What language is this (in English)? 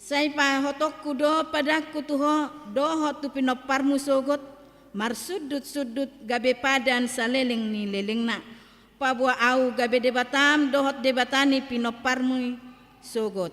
Batak Toba